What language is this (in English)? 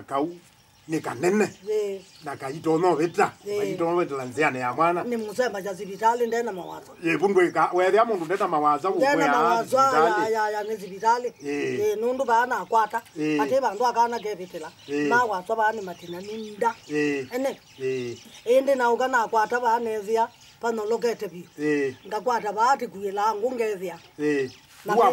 Kamba